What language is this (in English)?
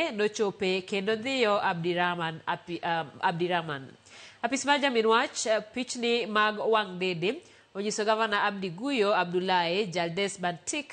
Luo (Kenya and Tanzania)